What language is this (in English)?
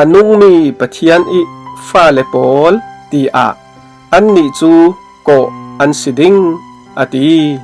Falam Chin